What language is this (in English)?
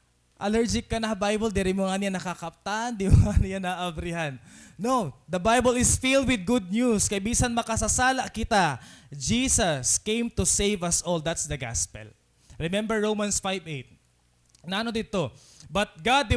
Waray